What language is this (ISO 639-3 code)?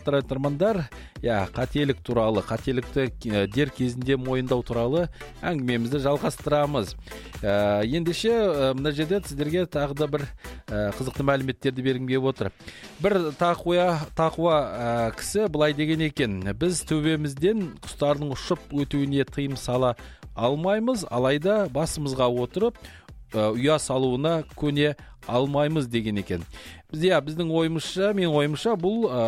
kaz